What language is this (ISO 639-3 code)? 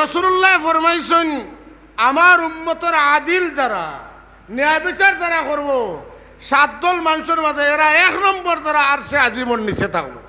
syl